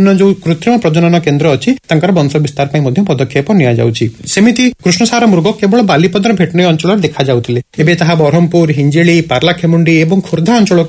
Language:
Odia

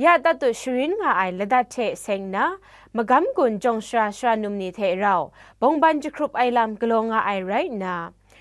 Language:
Kachin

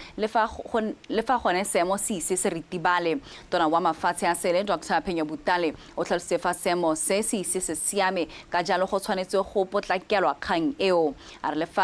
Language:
Tswana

